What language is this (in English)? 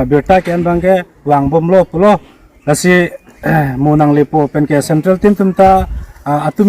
Karbi